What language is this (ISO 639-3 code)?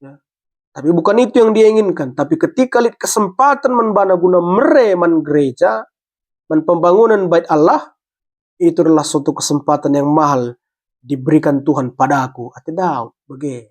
btx